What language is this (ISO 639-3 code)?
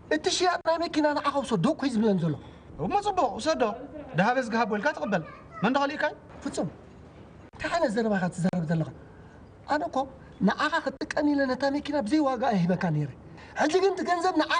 tir